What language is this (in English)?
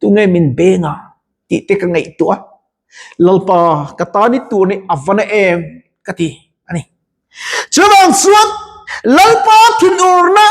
Mizo